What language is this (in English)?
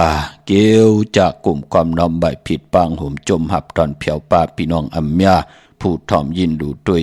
Shan